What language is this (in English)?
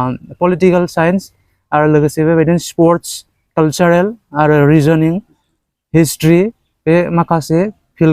Bodo